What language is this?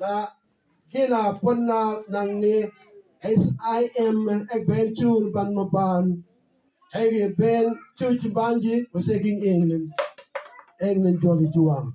Mabaan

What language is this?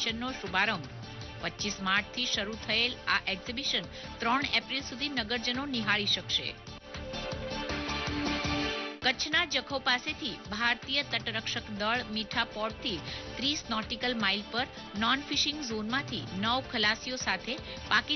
Gujarati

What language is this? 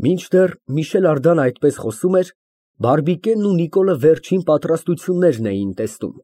Armenian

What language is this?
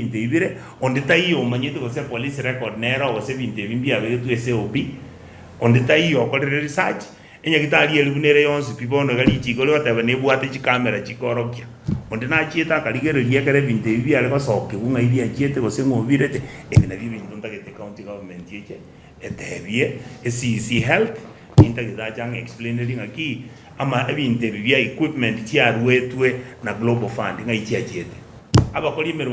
Gusii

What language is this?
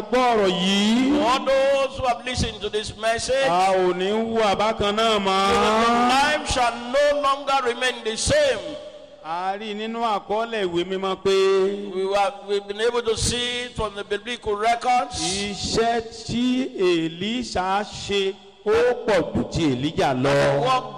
Yoruba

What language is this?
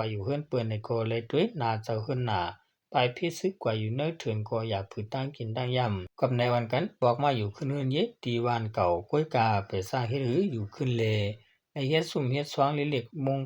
Shan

